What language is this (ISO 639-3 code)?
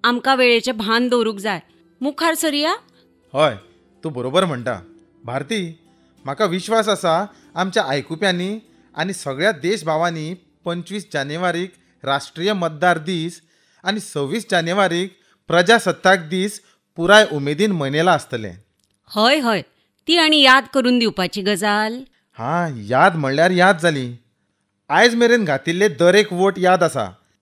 kok